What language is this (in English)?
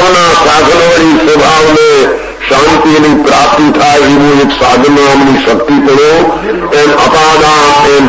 Gujarati